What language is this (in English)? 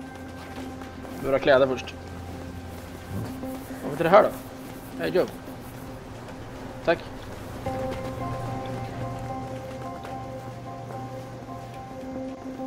Swedish